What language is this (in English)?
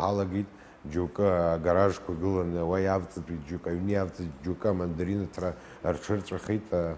Abkhazian